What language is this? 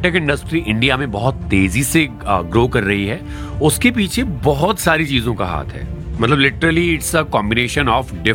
Hindi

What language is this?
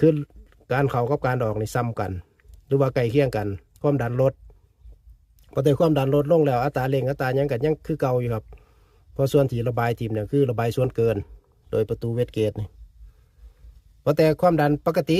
Lao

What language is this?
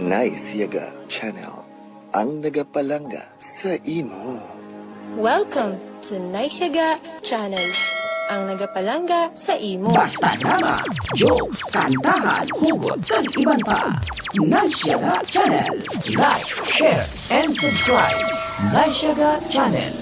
Hiligaynon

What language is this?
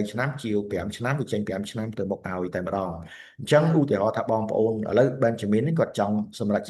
Khmer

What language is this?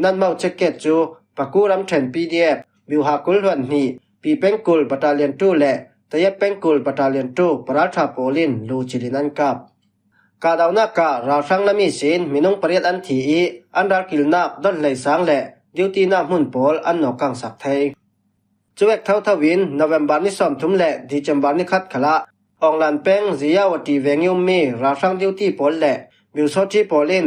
Falam Chin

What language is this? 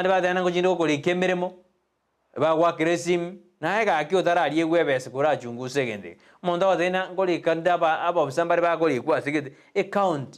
Gusii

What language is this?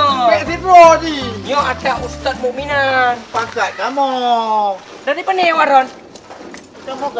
Achinese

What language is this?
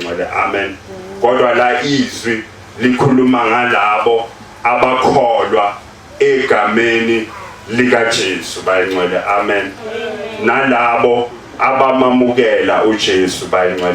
Zulu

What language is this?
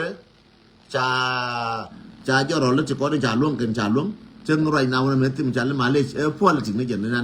Nuer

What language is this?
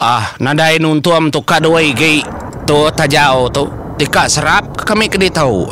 Iban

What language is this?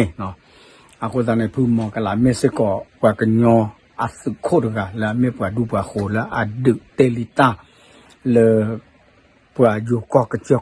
S'gaw Karen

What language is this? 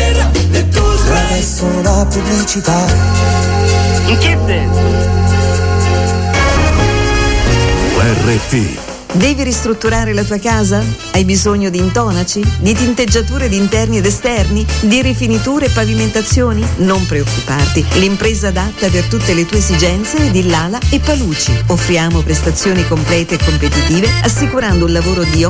Italian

